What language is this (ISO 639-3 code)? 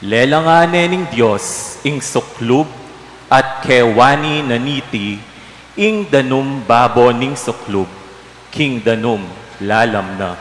pam